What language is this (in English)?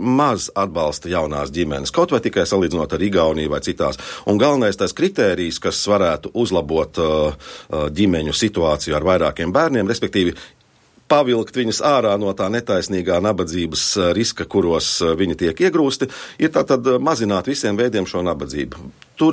Latvian